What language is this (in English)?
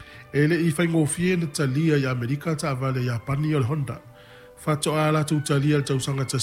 Samoan